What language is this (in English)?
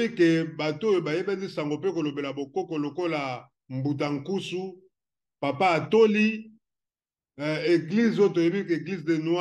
Lingala